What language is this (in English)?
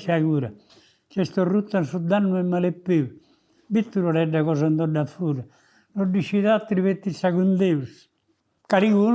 Sardinian